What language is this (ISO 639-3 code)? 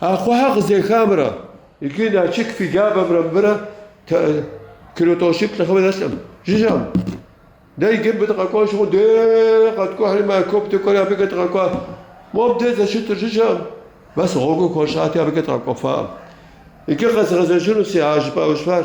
kbd